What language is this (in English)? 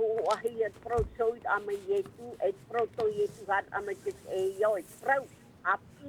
Tahitian